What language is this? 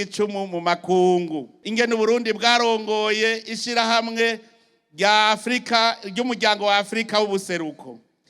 Rundi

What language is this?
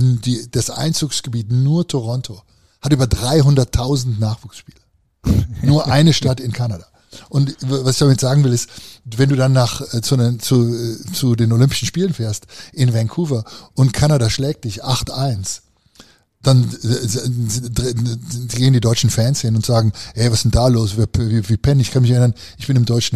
German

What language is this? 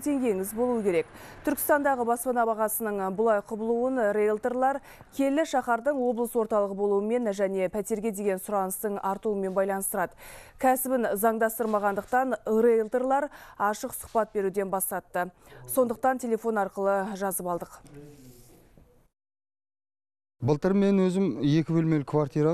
Kazakh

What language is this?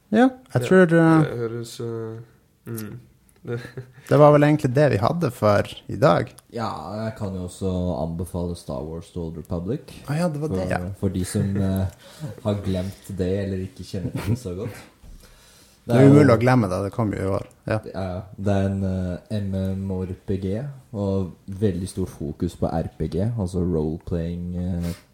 Norwegian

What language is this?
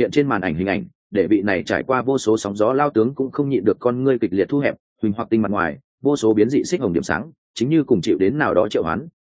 Vietnamese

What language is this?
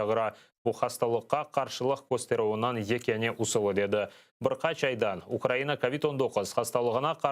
Crimean Tatar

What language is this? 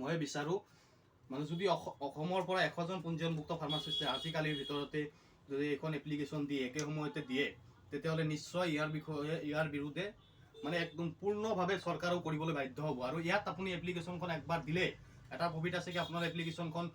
Assamese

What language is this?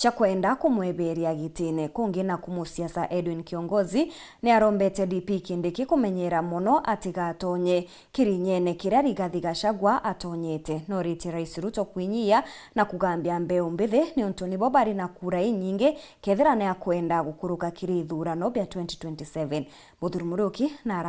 Meru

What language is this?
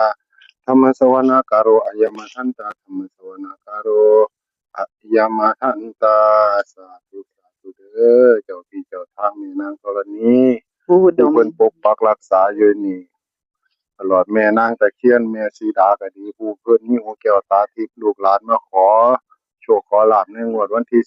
Northeastern Thai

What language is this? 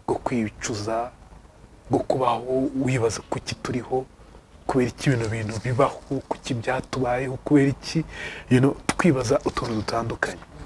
Kinyarwanda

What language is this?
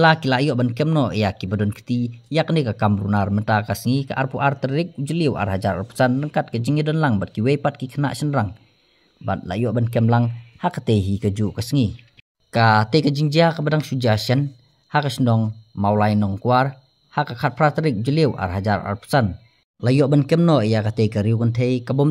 Khasi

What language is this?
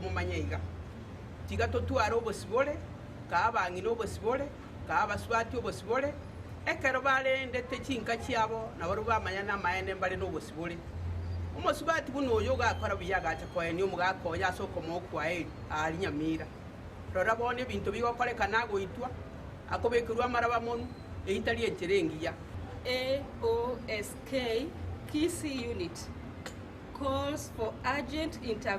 Gusii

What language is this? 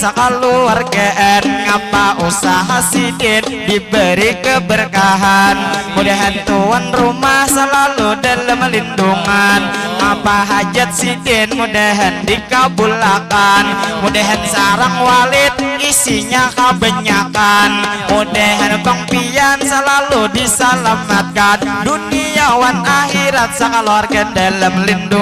Banjar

